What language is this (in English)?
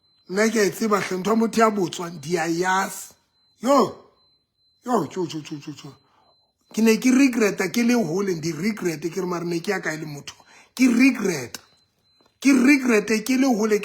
Southern Sotho